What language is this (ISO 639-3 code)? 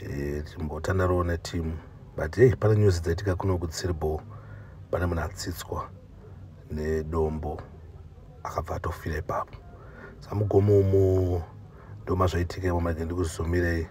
sna